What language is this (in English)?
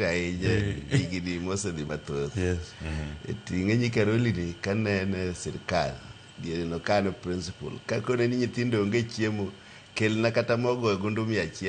Luo (Kenya and Tanzania)